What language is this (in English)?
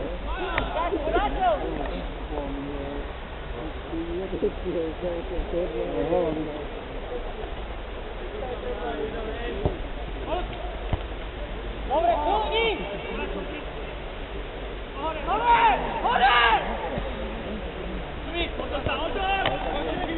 Slovak